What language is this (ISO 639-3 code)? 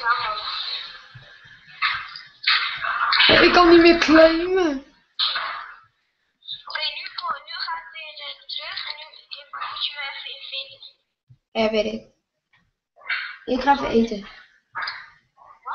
nld